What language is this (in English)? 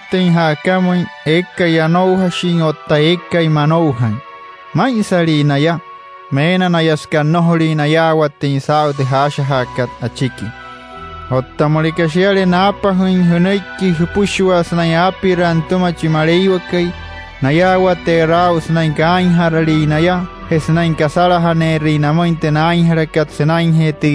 Wayuu